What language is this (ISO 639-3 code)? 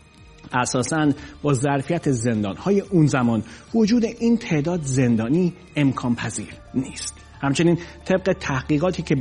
fas